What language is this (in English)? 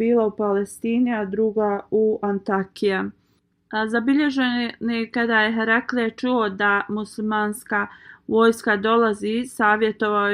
Bosnian